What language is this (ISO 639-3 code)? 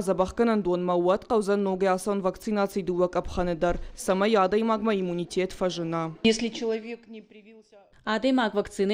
oss